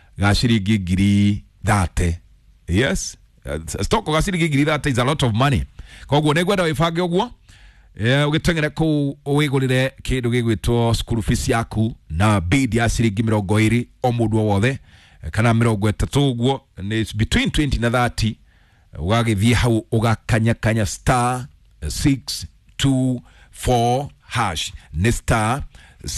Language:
Kikuyu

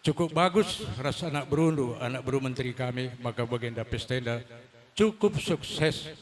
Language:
Batak Karo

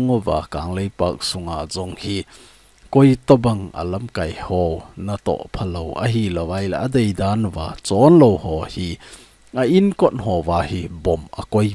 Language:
Thado Chin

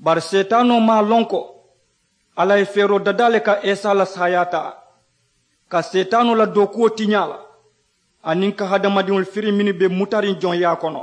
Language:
Mandingo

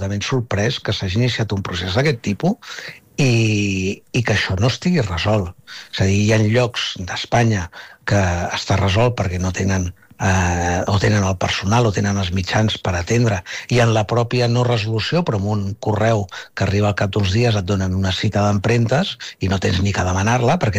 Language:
Catalan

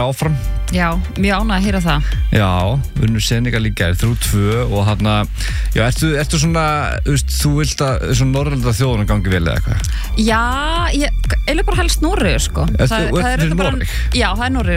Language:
Icelandic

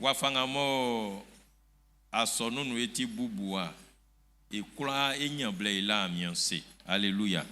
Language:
Baoulé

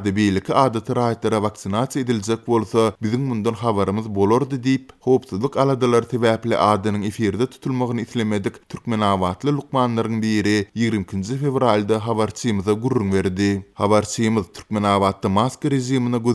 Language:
Turkmen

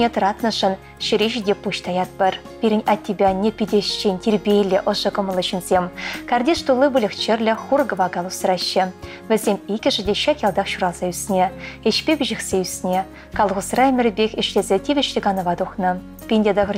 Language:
Chuvash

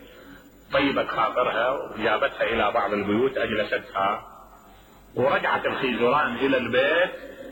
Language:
Mesopotamian Arabic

